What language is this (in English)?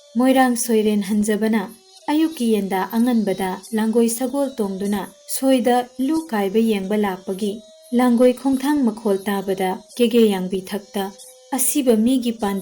Manipuri